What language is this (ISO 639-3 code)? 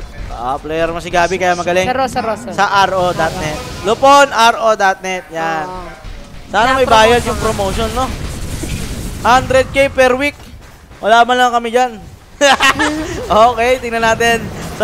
fil